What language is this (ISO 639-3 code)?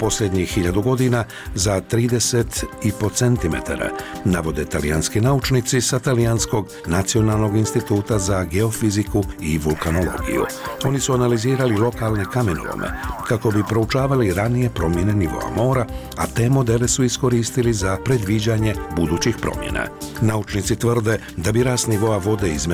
bos